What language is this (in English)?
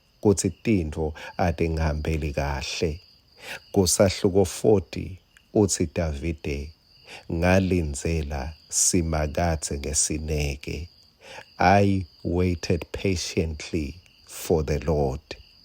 Swati